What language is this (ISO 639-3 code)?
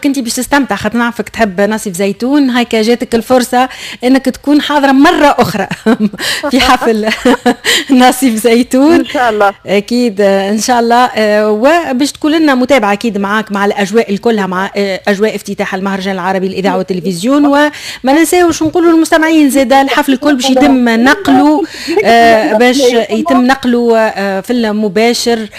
aeb